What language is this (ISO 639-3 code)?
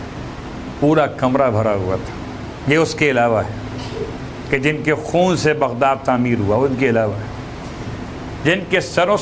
urd